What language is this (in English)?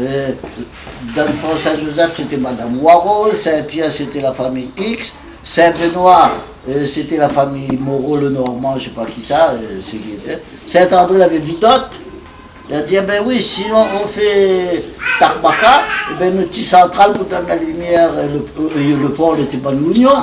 Réunion Creole French